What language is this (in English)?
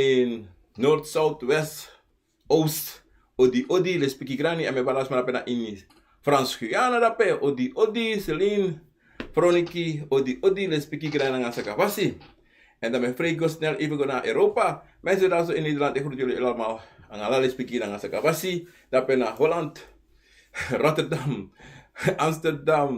Sranan Tongo